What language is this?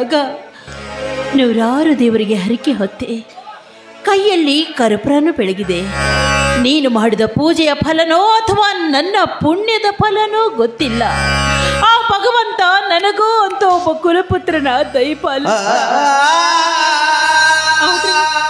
Kannada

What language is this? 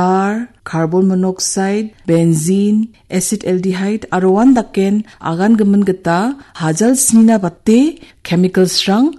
Garo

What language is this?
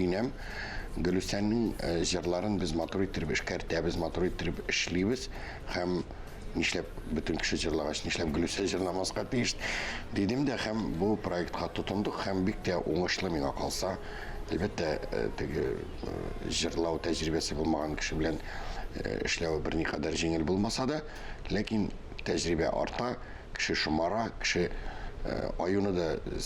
Tatar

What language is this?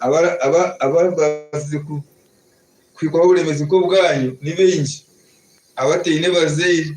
Nyankole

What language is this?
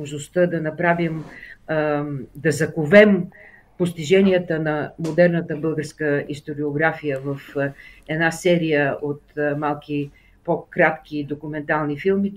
Bulgarian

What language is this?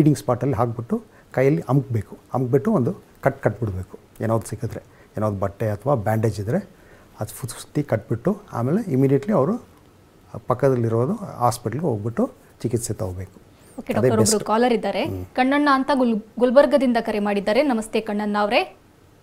Kannada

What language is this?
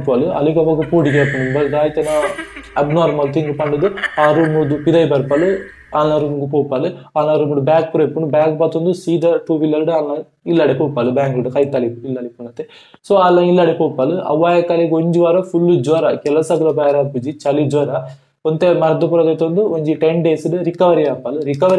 Tulu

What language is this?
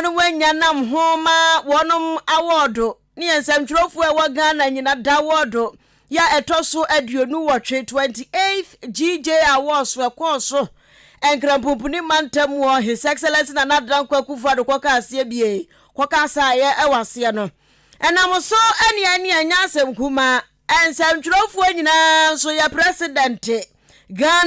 Akan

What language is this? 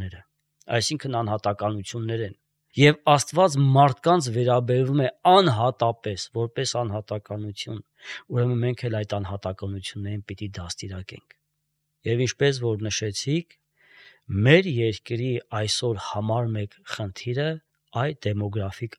Armenian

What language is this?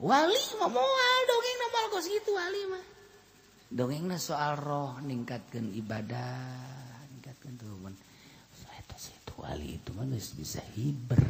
Sundanese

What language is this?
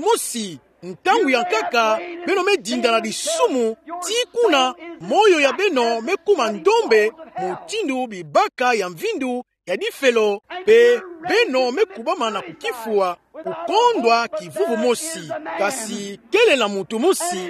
Kituba (Democratic Republic of Congo)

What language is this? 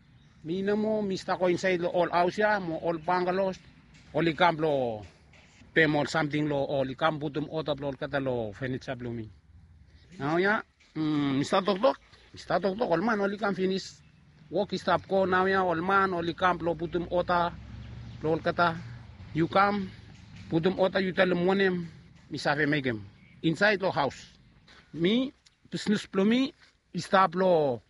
Bislama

